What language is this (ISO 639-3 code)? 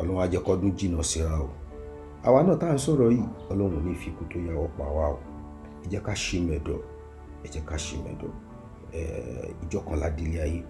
yor